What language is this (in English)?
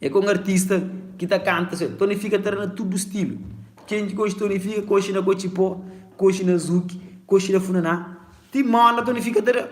Kabuverdianu